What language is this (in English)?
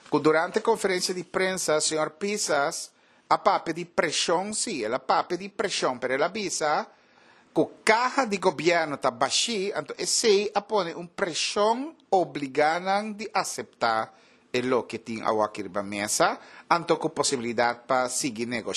Papiamento